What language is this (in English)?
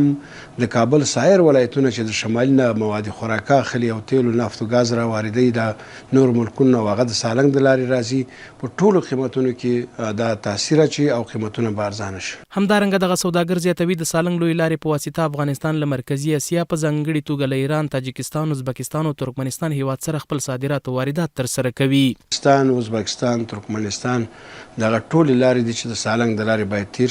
Pashto